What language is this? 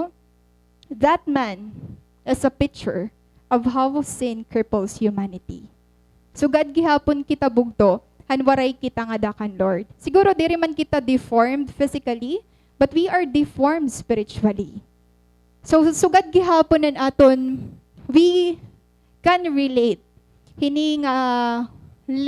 Waray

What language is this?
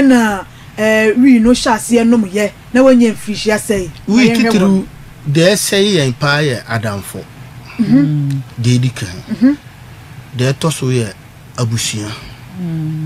Akan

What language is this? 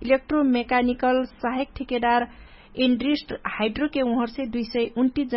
Dangaura Tharu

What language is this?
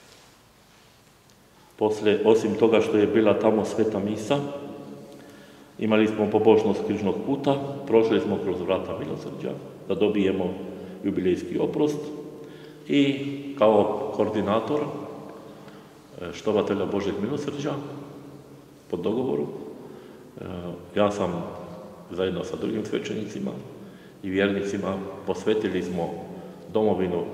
Croatian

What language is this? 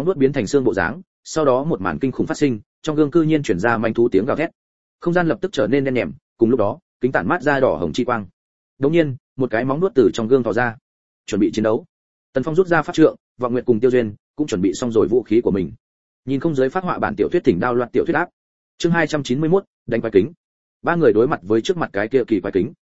Vietnamese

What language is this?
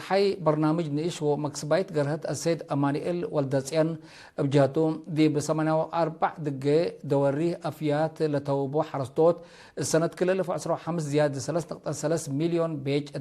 Tigre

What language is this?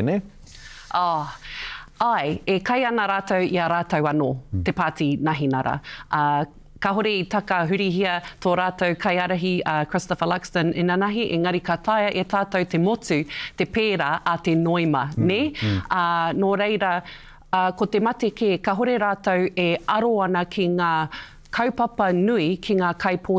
Māori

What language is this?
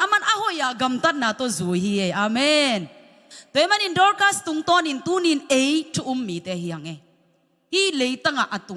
Tedim Chin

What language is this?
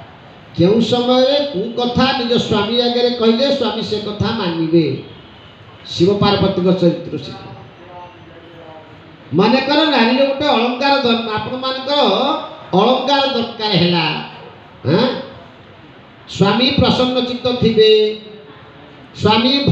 Odia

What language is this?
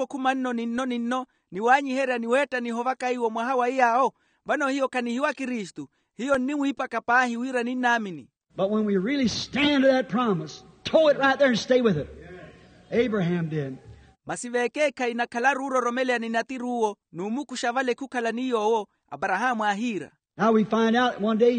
Makhuwa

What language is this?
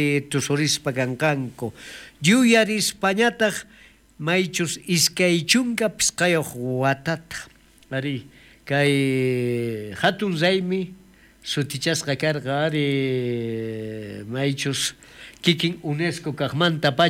South Bolivian Quechua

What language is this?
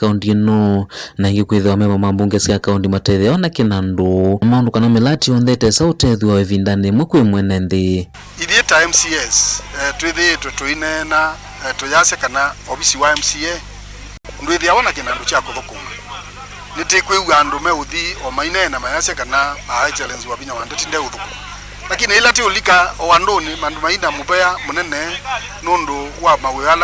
Kamba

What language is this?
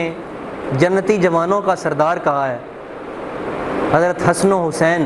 Urdu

